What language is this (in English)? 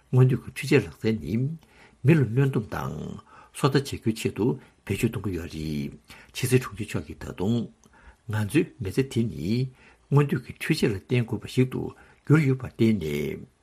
Tibetan